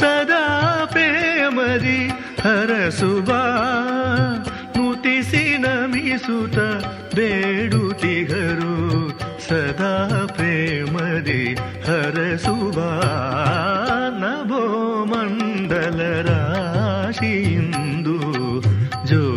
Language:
Kannada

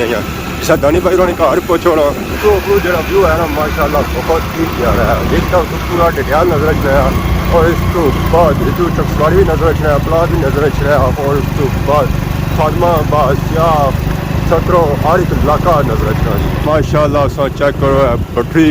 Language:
Pahari-Potwari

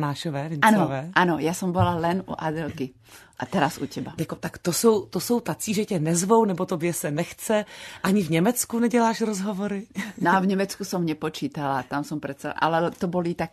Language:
Slovak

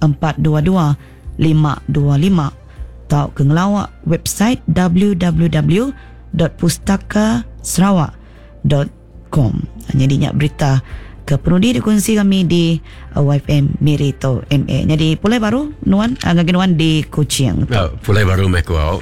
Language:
Iban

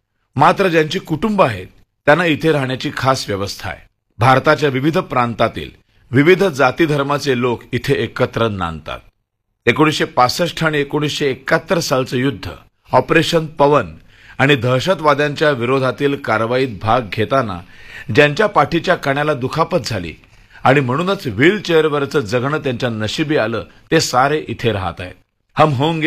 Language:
Marathi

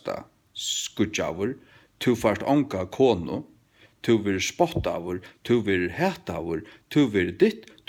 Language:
Faroese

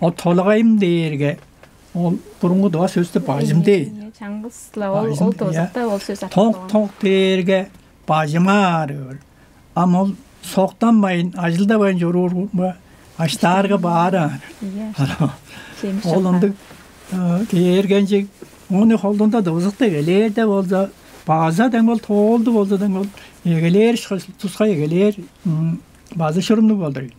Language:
Tuvinian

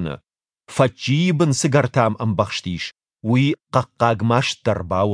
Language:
Ossetic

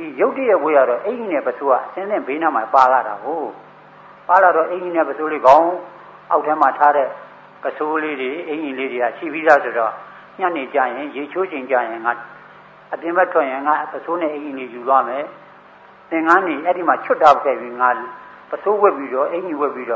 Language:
Burmese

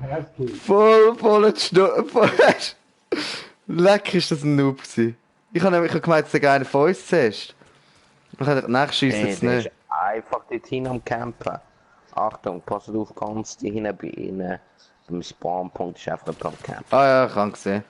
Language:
Swiss German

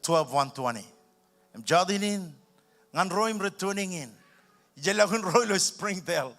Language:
Marshallese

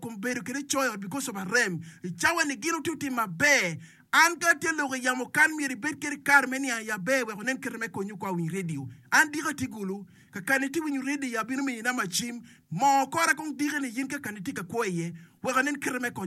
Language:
Acoli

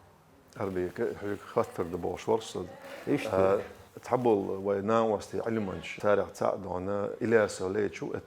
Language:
Chechen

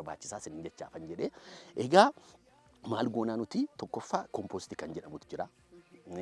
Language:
Oromo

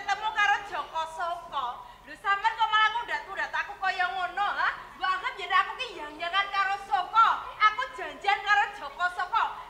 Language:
Javanese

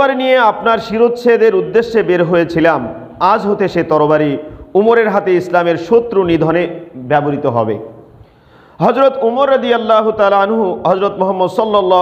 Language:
Bangla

